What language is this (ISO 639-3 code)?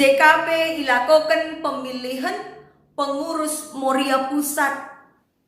btx